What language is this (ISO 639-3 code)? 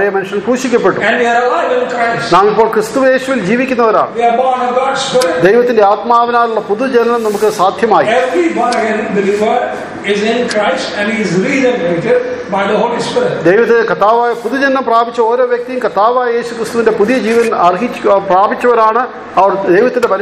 mal